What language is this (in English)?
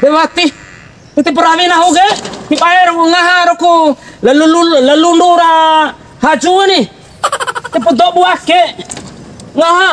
Bima